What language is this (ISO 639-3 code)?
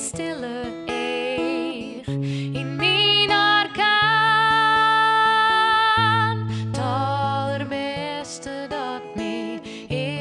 fry